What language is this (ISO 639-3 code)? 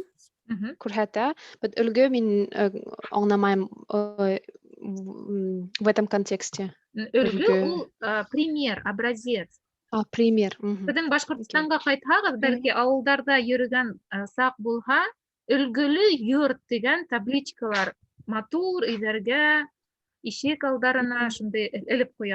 bak